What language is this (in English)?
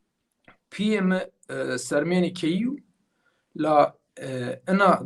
Zaza